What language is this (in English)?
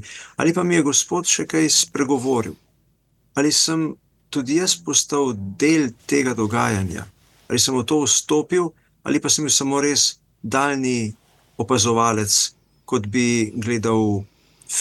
Slovenian